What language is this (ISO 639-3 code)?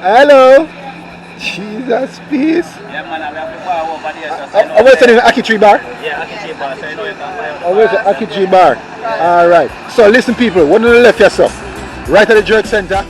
jam